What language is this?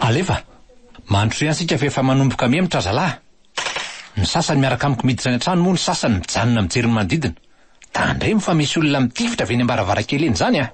Malagasy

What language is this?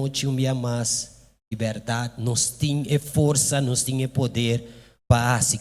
Papiamento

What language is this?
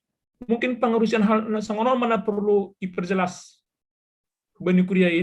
Batak Simalungun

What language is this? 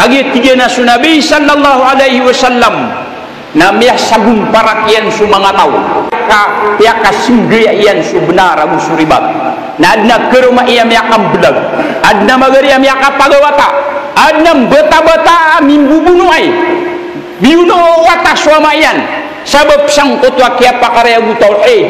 Maranao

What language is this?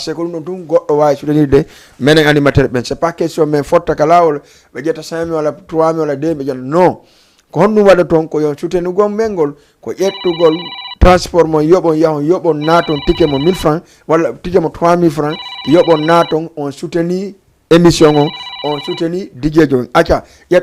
Fula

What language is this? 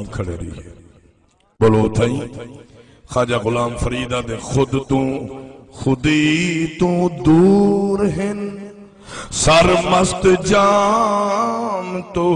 Saraiki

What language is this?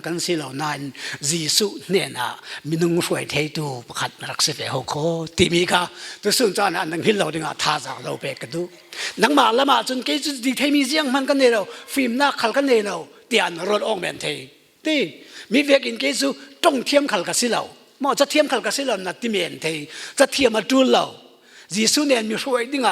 Falam Chin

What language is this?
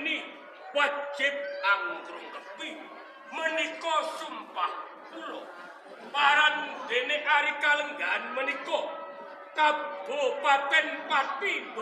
Javanese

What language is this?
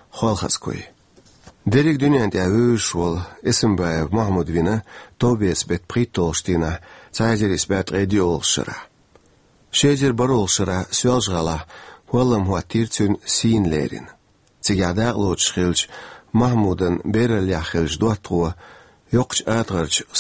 Chechen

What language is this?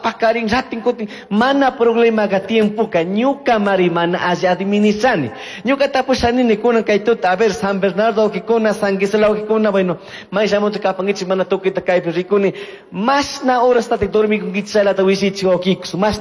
Chimborazo Highland Quichua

